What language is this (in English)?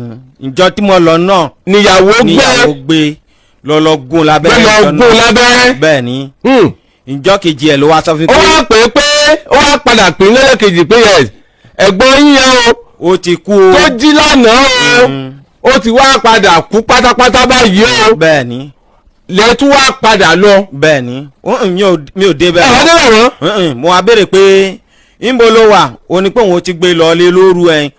Yoruba